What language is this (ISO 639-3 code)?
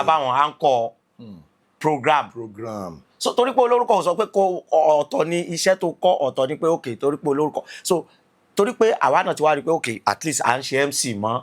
yor